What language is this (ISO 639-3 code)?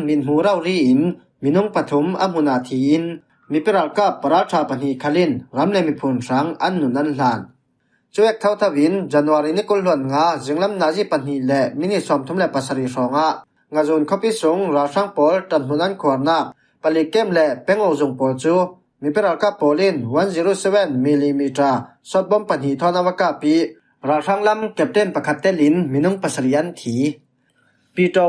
cfm